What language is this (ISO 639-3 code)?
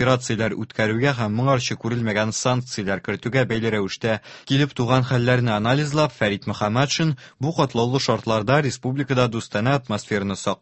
tat